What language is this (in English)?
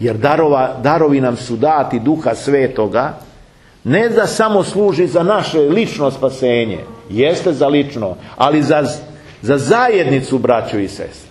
Serbian